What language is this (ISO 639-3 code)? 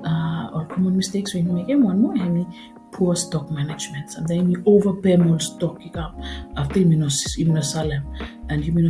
bis